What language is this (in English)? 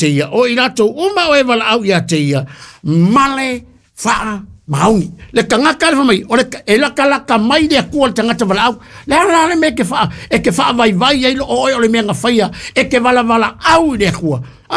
Samoan